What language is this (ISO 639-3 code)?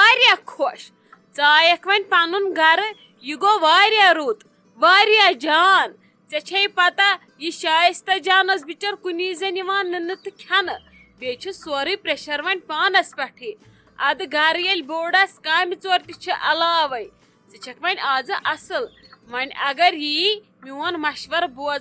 kas